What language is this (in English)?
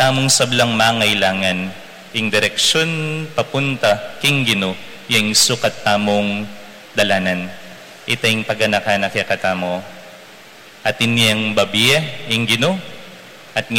Pampanga